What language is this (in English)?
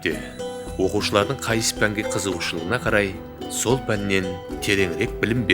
Kara-Kalpak